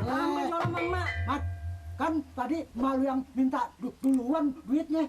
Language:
Betawi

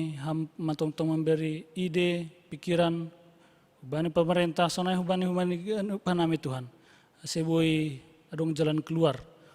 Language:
Batak Simalungun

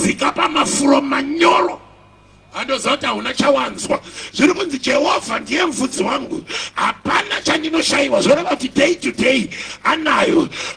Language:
Shona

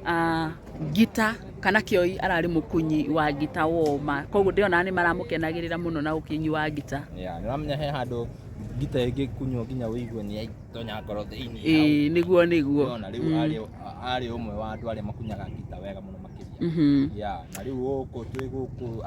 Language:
Kikuyu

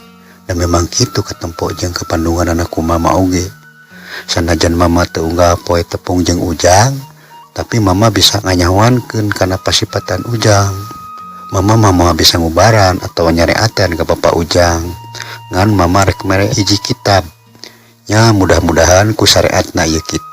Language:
Sundanese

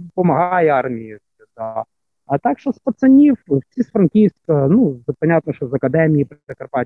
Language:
Ukrainian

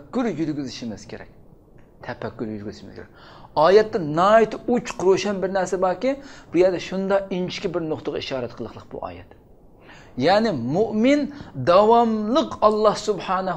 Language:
Uyghur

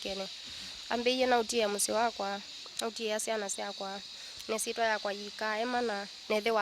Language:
Kamba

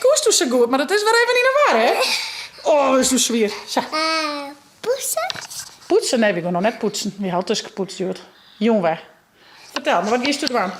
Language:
Western Frisian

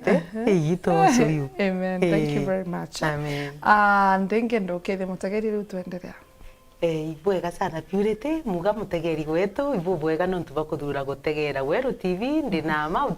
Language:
Meru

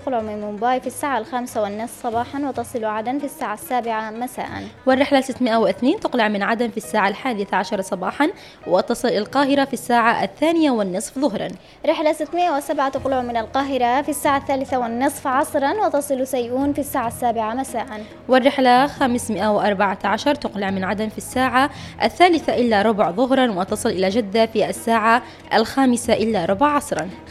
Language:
Arabic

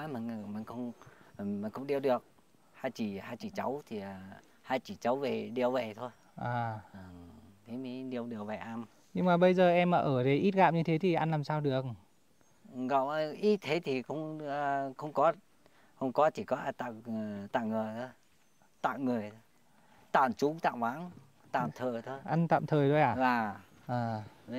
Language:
Vietnamese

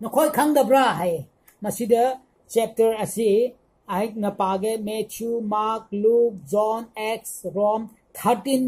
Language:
Manipuri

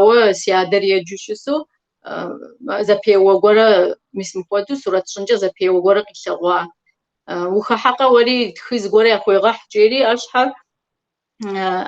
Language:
Kabardian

